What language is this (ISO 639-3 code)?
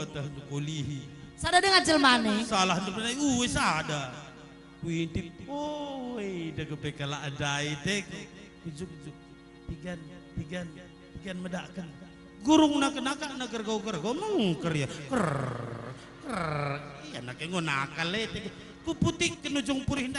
btx